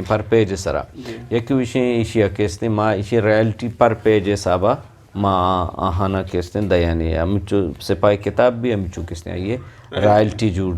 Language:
Eastern Balochi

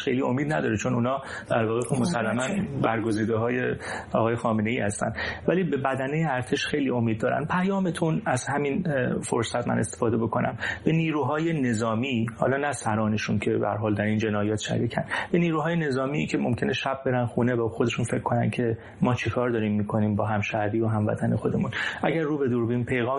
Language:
Persian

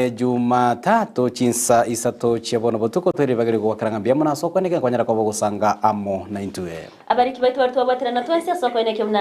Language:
Gusii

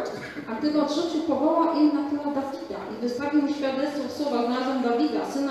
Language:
Polish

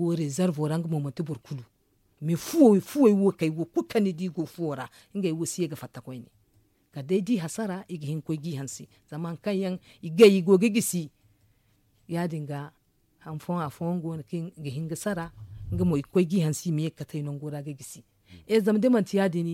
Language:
Zarma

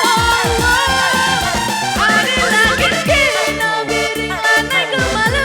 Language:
Batak Karo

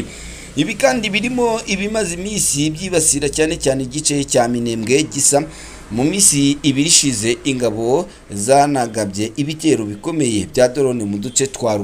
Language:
Kinyarwanda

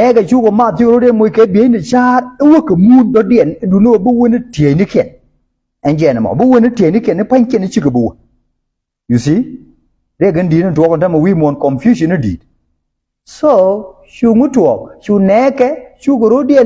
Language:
Nuer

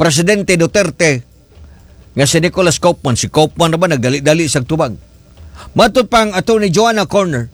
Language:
Cebuano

